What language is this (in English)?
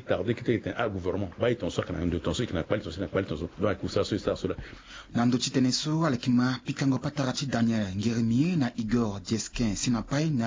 Sango